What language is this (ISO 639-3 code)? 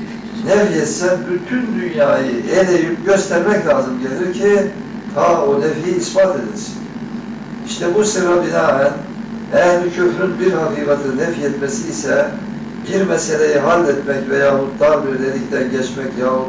tur